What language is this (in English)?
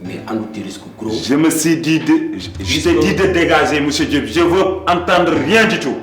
Fula